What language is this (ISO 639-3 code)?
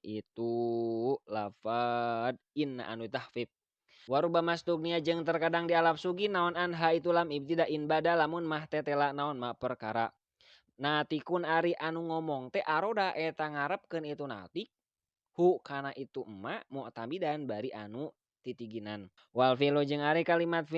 sun